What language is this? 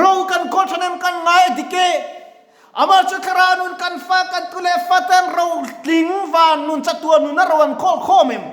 Mizo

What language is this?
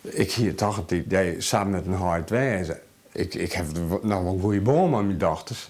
Western Frisian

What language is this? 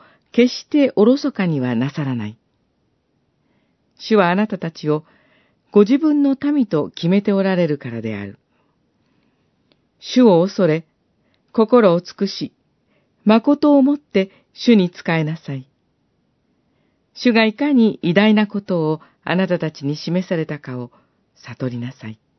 Japanese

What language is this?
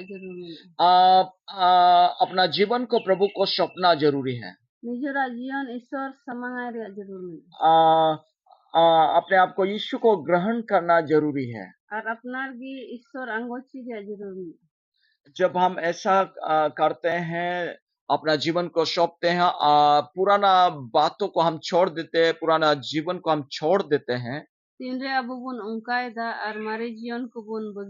Santali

